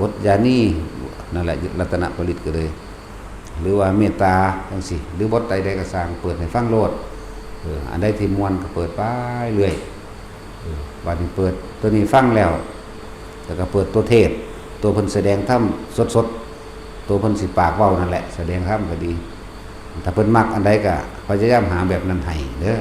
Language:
Northeastern Thai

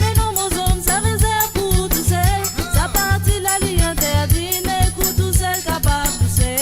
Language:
Morisyen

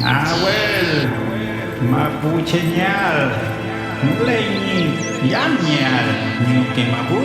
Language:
Mapuche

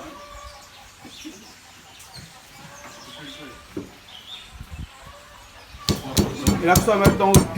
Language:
Réunion Creole French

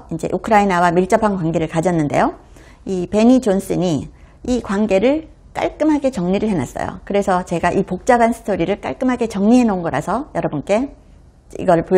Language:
Korean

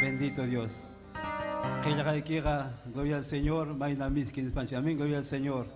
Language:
Ayacucho Quechua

